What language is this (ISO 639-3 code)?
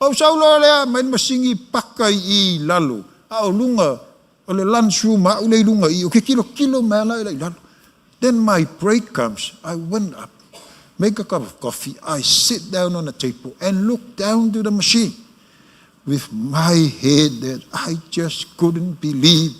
smo